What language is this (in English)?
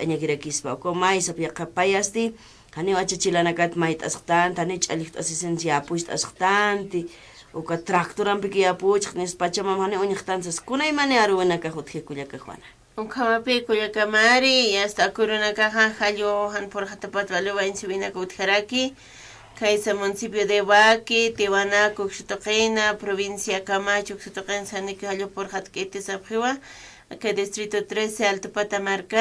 Aymara